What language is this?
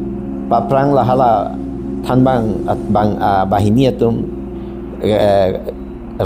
Karbi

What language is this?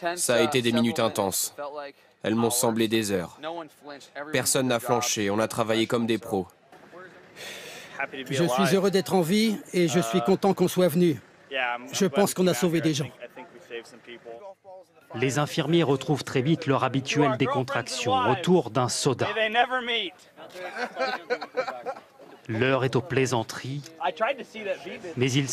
French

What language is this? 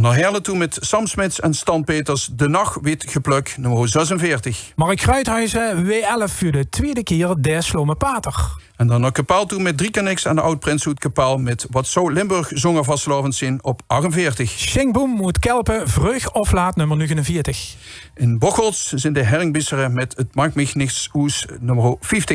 Limburgish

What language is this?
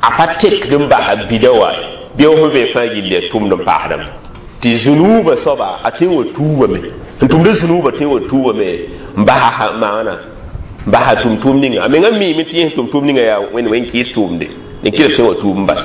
Mossi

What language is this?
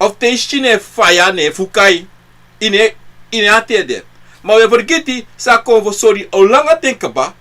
Sranan Tongo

